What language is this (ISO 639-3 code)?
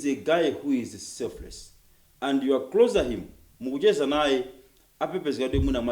nya